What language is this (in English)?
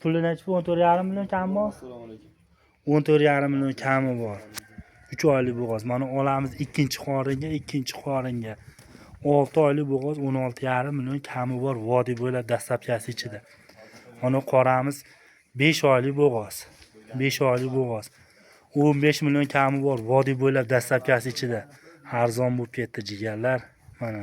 Uzbek